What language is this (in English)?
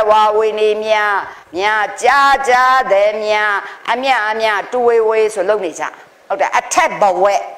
Burmese